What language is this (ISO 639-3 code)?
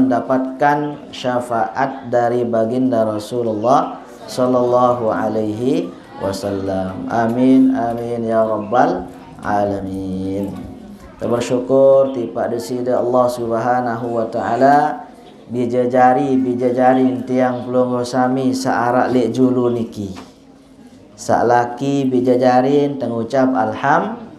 sas